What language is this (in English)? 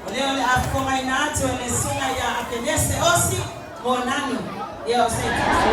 Samoan